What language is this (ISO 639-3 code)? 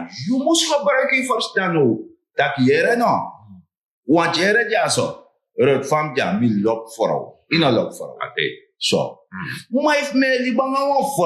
srn